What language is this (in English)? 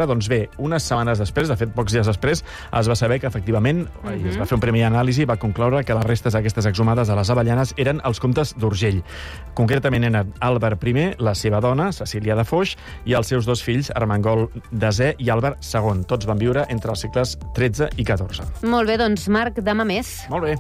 Catalan